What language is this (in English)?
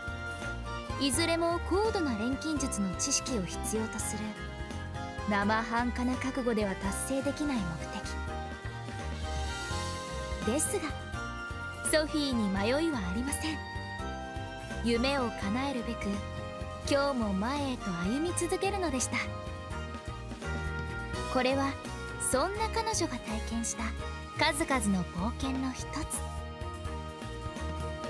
Japanese